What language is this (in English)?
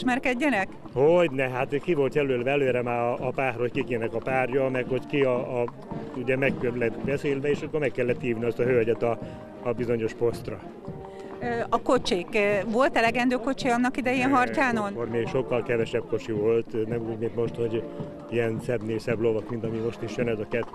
Hungarian